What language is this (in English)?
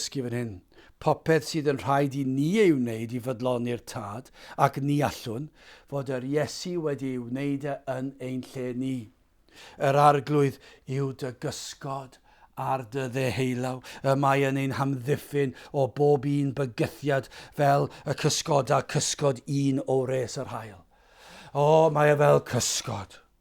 Welsh